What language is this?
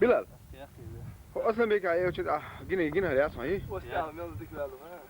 Chechen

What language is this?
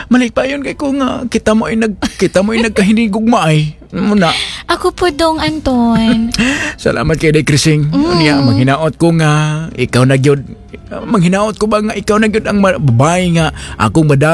Cebuano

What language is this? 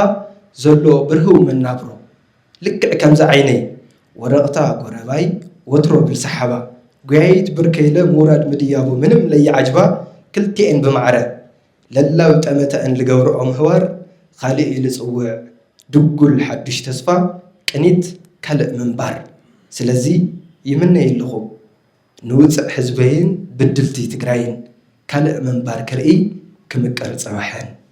Tigrinya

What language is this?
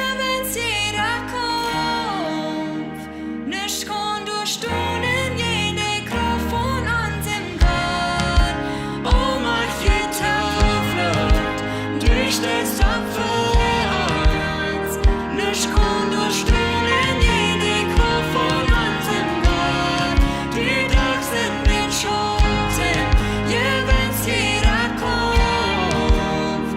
Plautdietsch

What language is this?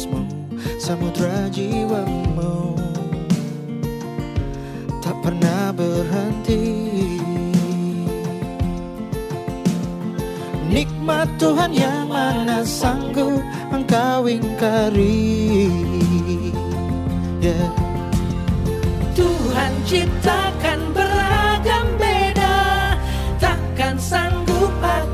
Indonesian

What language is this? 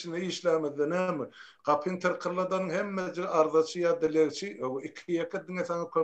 Turkmen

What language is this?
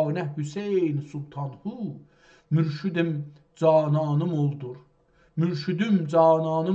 South Azerbaijani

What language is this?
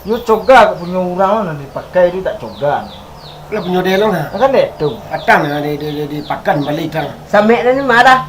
Minangkabau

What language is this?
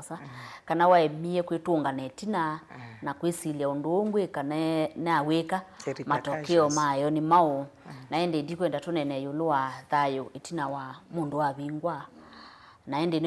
Kamba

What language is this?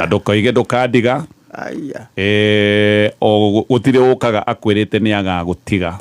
Kikuyu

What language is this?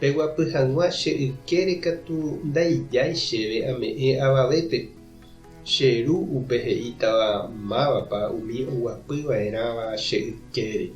Guarani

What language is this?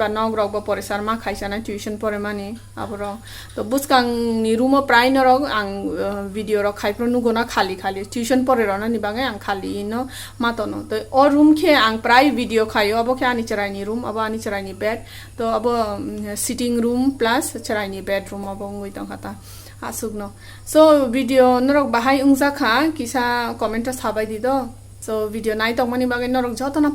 Kok Borok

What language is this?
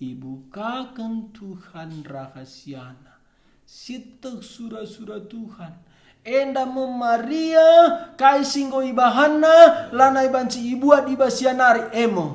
Batak Karo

